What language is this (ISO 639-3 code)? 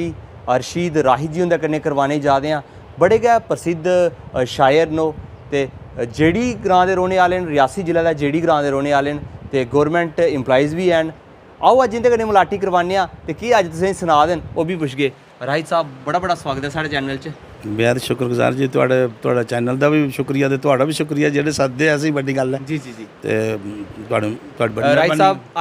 doi